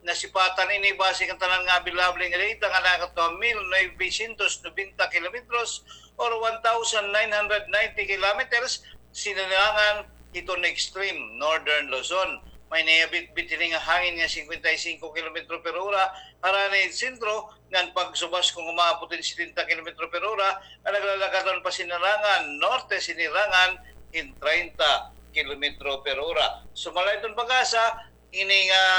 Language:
Waray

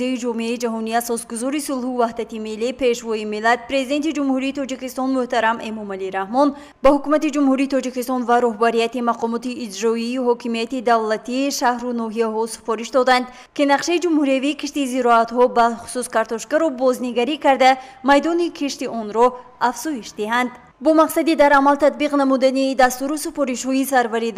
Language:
Tajik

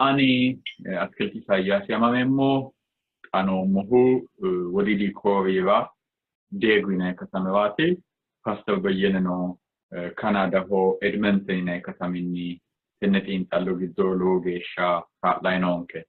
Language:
Sidamo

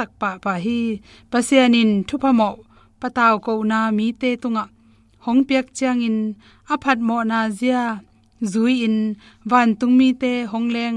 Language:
Tedim Chin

